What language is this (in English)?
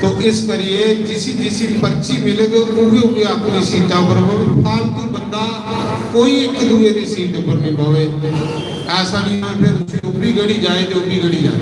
Dogri